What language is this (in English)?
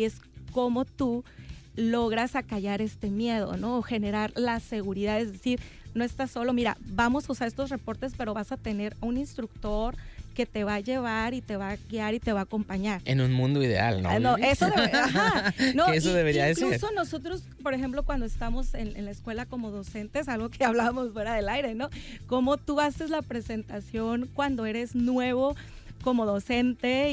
Spanish